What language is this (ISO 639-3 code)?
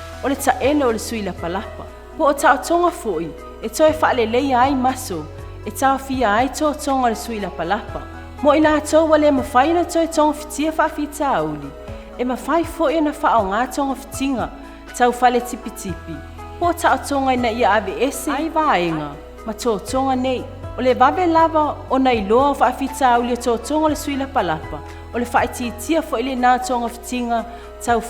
smo